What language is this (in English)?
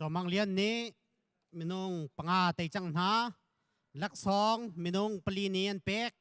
Hakha Chin